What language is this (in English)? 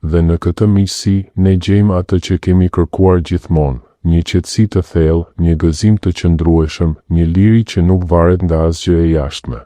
Albanian